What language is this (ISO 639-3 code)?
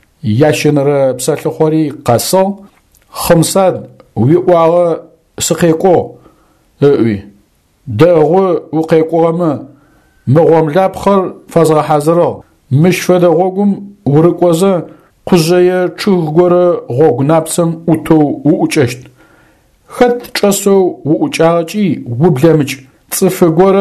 ady